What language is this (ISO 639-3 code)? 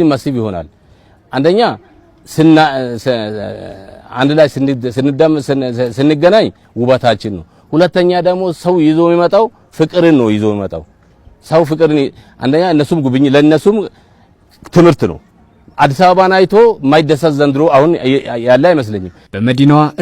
amh